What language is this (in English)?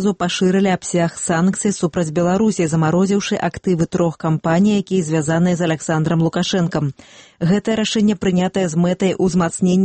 Belarusian